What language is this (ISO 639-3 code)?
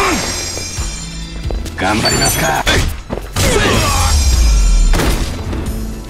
jpn